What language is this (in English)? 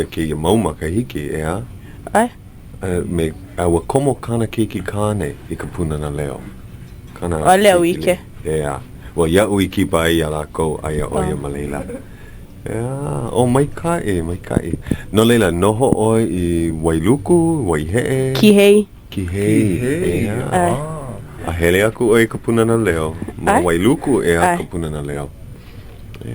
Hawaiian